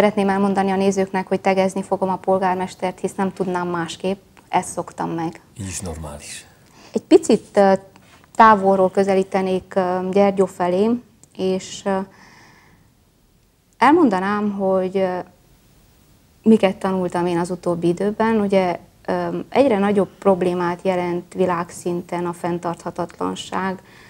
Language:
Hungarian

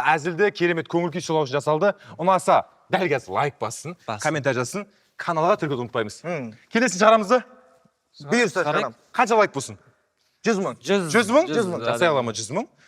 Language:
Kazakh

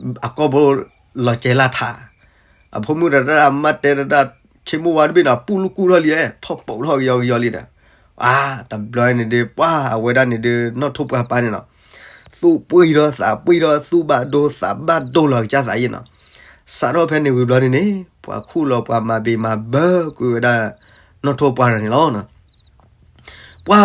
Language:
S'gaw Karen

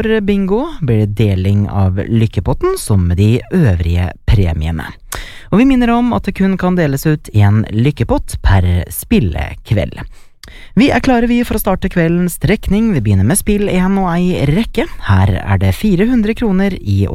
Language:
Norwegian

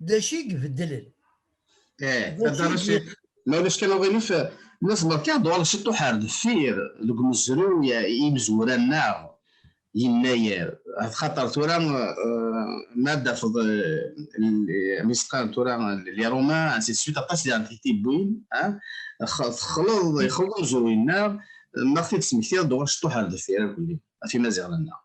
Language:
Kabyle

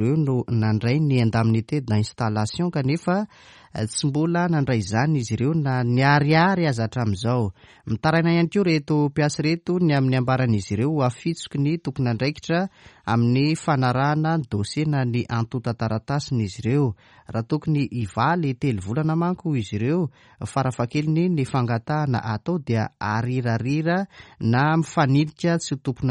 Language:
Malagasy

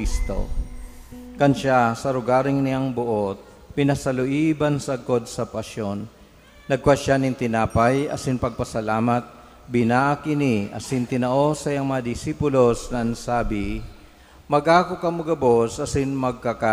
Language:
Bikol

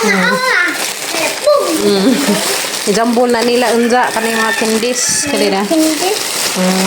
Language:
Cebuano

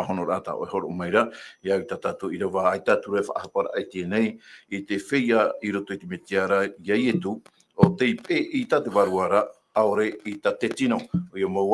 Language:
Tahitian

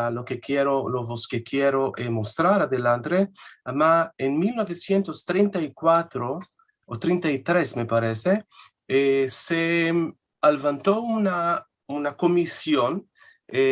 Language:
Ladino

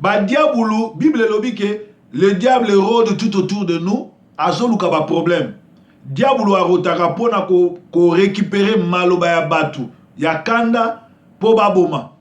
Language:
Lingala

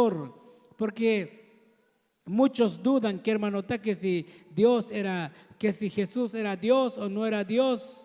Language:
Tzotzil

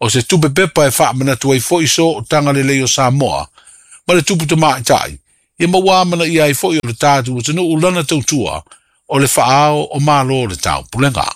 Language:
Samoan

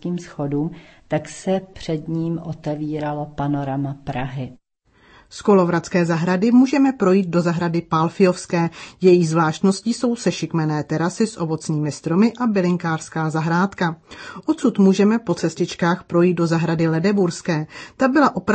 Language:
Czech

